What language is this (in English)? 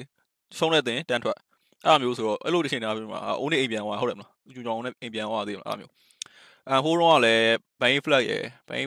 Burmese